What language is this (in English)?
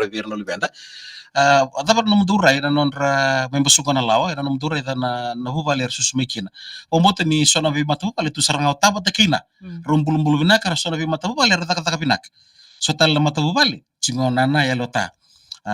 Fijian